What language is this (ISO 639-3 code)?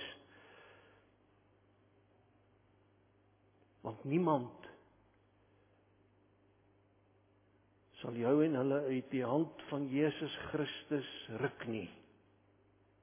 afr